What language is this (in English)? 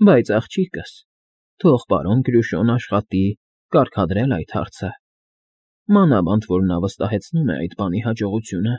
Armenian